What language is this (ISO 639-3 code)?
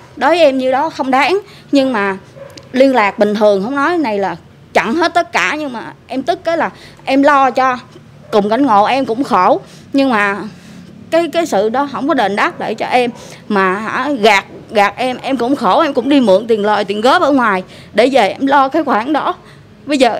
vie